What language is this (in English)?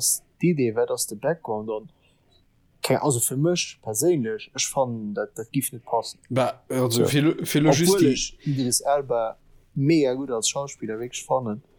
Luxembourgish